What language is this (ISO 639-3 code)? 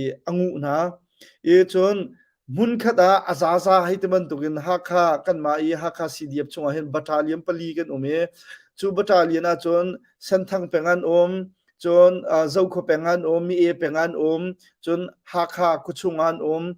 cnh